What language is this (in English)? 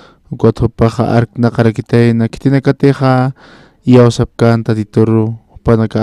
Aymara